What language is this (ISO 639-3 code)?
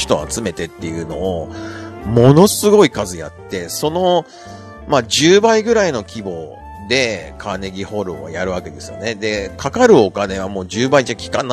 jpn